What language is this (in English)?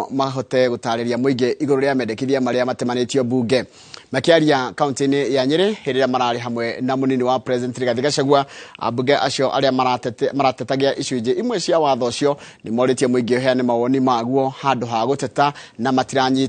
Kikuyu